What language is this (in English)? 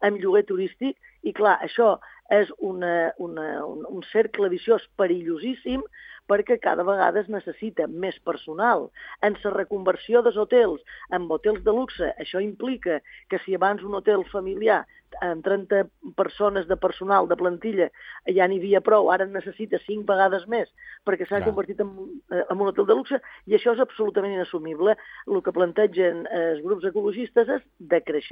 Catalan